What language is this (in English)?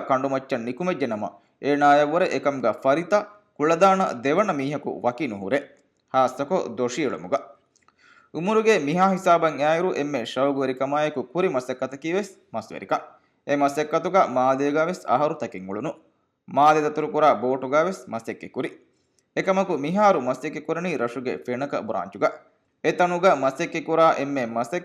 Divehi